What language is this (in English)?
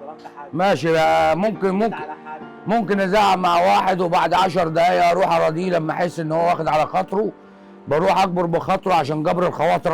Egyptian Arabic